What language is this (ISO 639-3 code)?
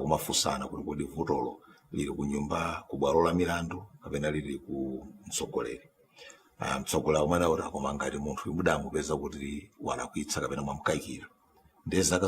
nya